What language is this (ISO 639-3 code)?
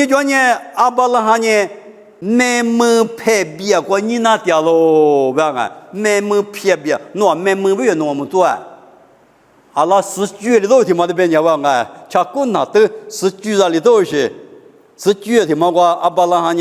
lis